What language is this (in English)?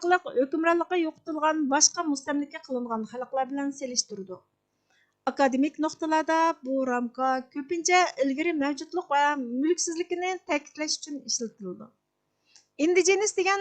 Uyghur